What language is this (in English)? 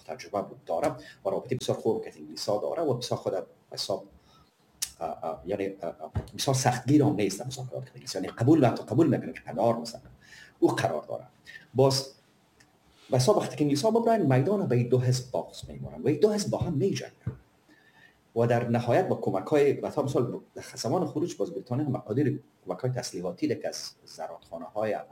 Persian